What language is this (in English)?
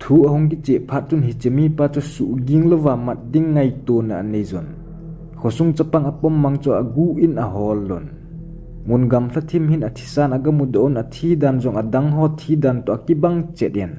Thado Chin